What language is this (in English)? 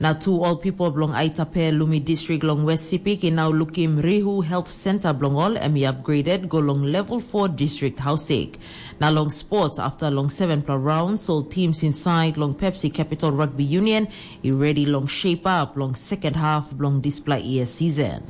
Tok Pisin